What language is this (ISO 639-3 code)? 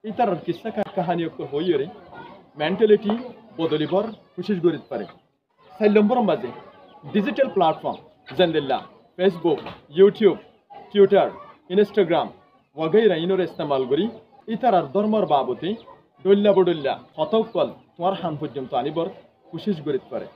rhg